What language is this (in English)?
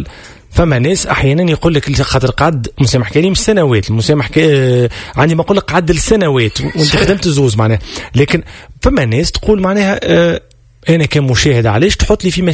Tunisian Arabic